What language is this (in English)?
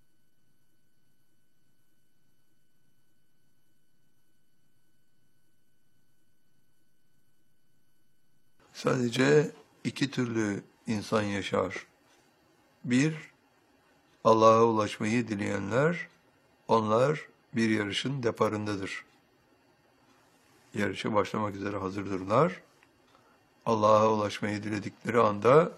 Turkish